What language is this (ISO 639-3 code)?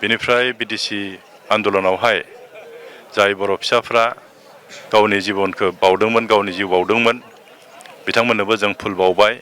brx